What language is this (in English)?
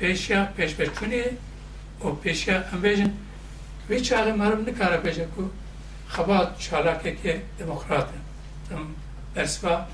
Kurdish